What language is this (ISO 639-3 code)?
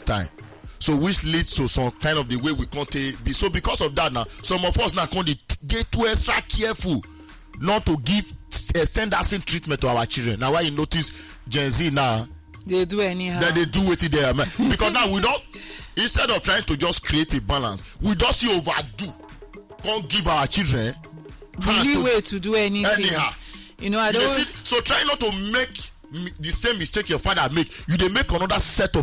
pcm